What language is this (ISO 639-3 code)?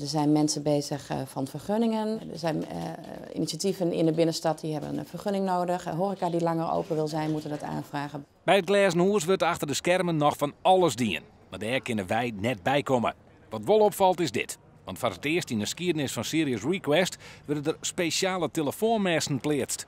fry